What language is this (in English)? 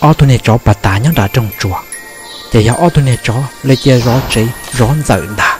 Hmong